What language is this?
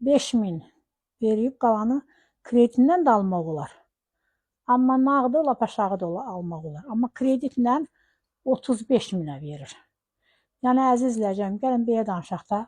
Azerbaijani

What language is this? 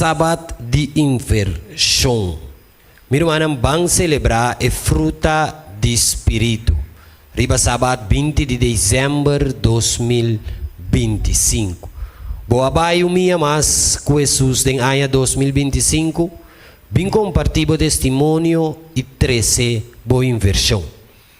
Papiamento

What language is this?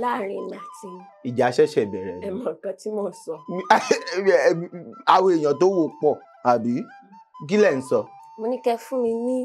Yoruba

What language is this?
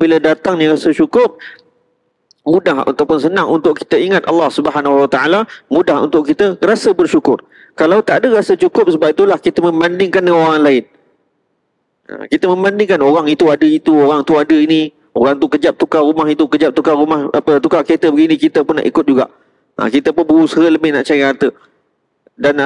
Malay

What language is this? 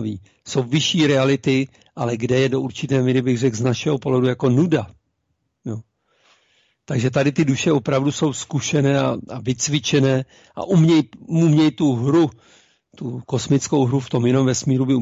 Czech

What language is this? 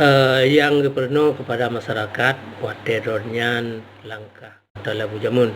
Achinese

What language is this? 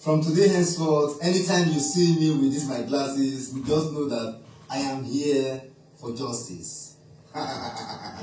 Nigerian Pidgin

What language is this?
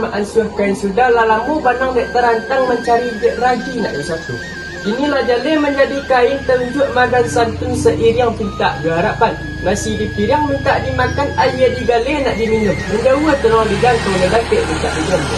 Minangkabau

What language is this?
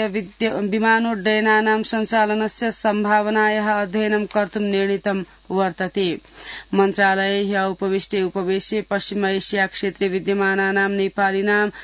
Sanskrit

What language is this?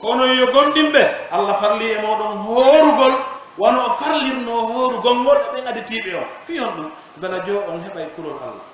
Pular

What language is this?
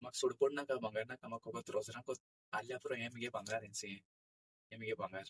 Konkani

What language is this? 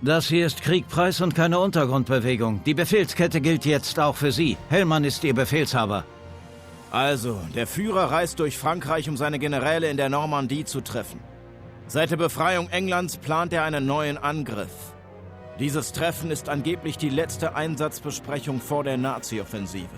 Bavarian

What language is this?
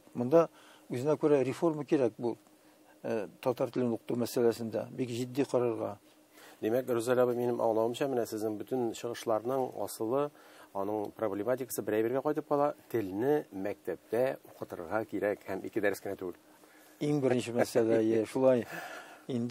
Tatar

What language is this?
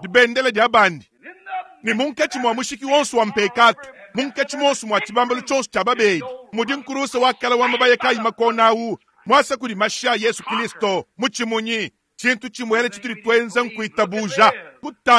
Luba-Lulua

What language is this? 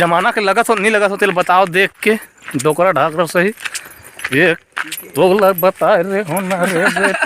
Chhattisgarhi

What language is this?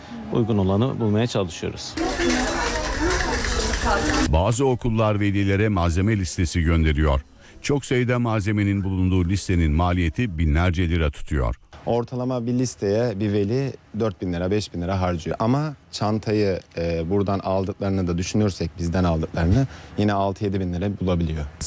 Turkish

